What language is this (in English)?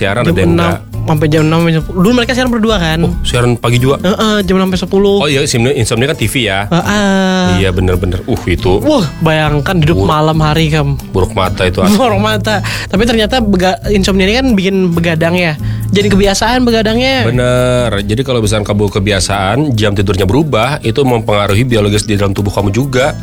Indonesian